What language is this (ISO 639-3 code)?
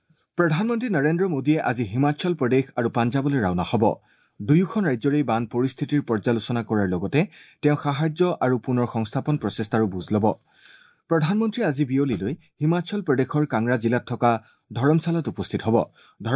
asm